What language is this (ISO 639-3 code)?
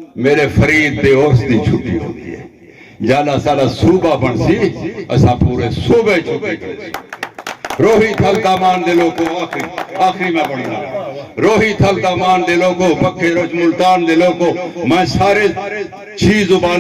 skr